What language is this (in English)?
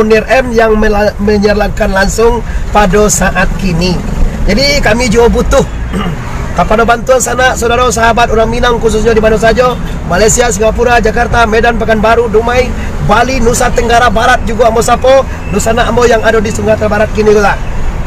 Minangkabau